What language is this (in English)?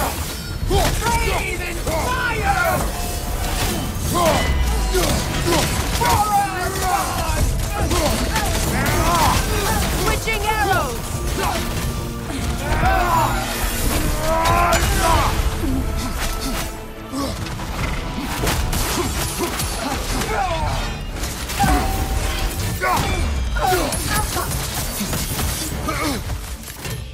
English